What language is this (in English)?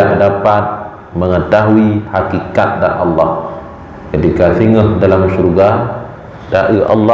Achinese